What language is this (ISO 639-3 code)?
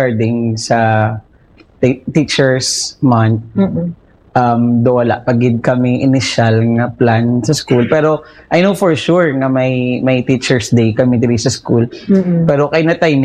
hil